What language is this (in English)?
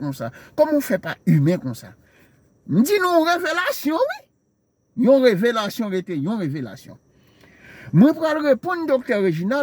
Haitian Creole